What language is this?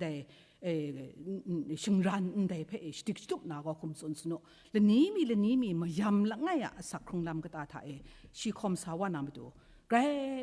Kachin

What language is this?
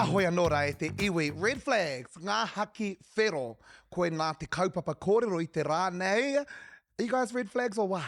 Māori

